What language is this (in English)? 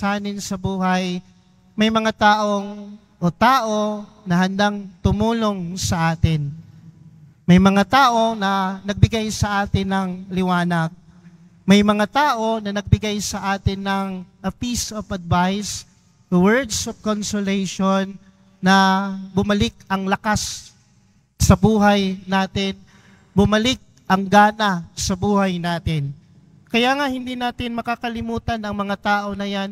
Filipino